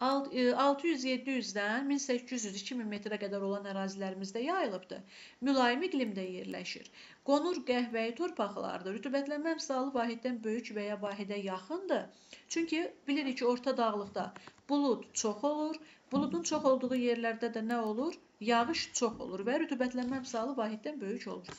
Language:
Azerbaijani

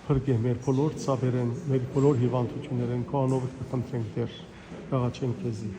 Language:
Western Armenian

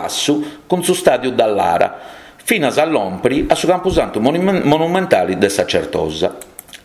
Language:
Sardinian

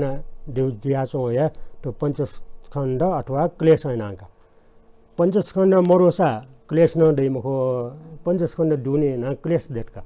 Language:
Newari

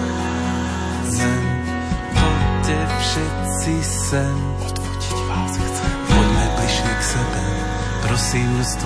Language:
Slovak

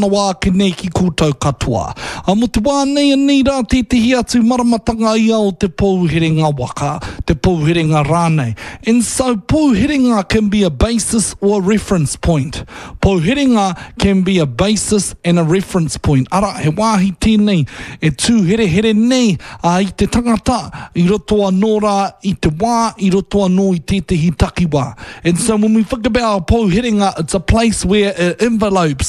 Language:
Māori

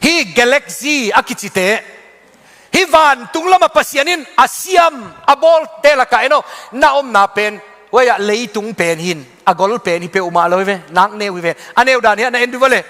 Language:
Tedim Chin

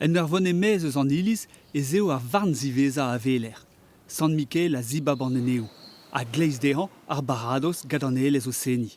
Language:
Breton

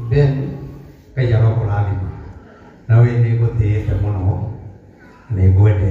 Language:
Kikuyu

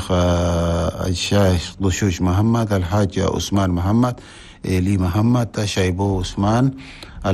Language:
Chadian Arabic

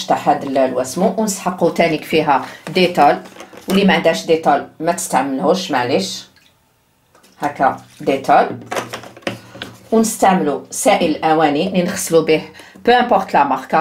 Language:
Algerian Arabic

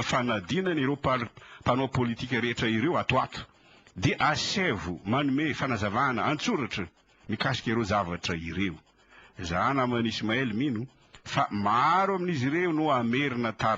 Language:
Malagasy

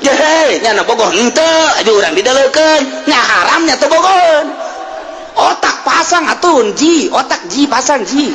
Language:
Sundanese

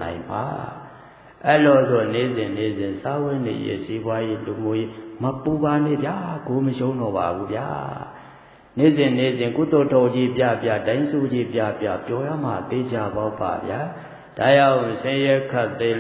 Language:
Burmese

